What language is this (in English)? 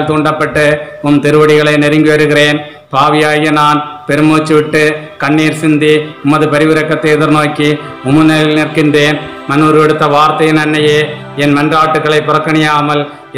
Tamil